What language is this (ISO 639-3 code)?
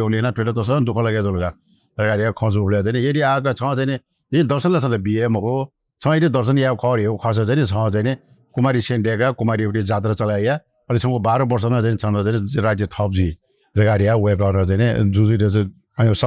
new